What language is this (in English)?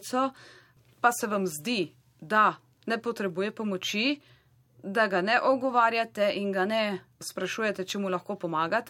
Slovenian